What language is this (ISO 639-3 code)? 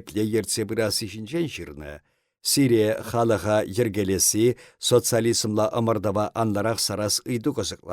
chv